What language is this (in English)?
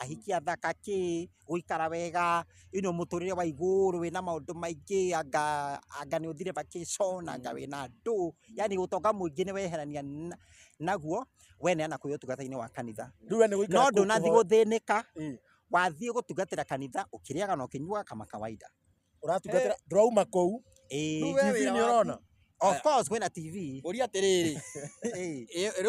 Kikuyu